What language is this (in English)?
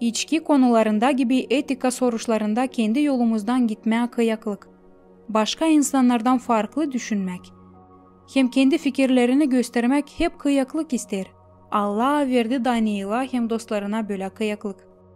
Gagauz